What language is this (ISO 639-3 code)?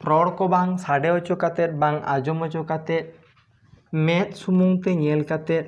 sat